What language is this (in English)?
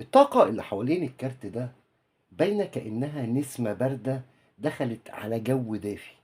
Egyptian Arabic